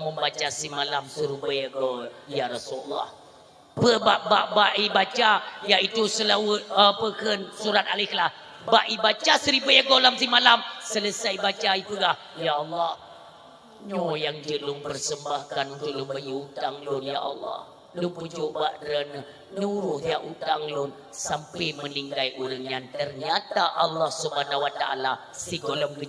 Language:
Achinese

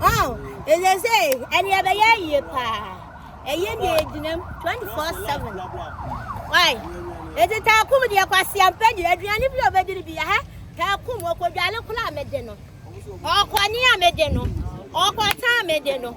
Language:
Akan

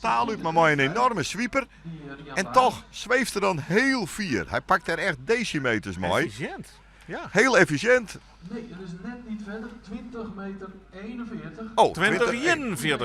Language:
Western Frisian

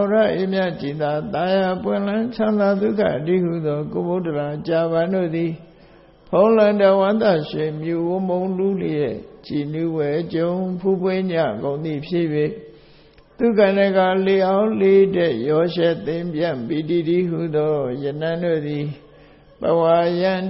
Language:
Burmese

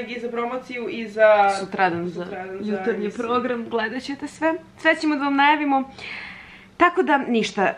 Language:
Serbian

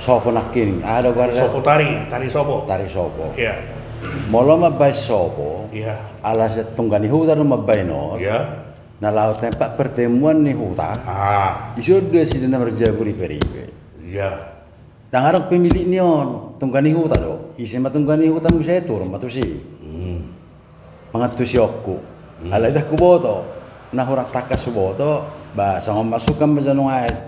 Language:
Batak Toba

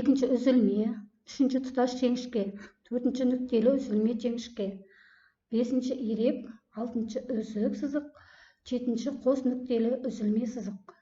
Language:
Kazakh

